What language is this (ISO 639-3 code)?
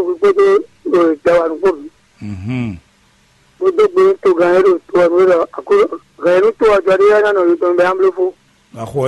fon